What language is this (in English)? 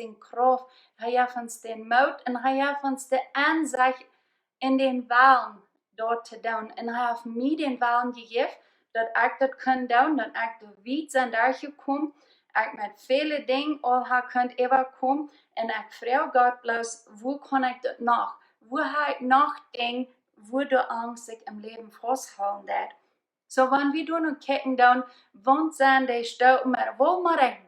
Plautdietsch